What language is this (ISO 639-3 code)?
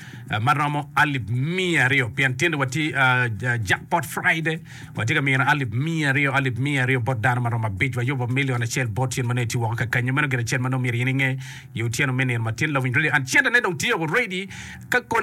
ach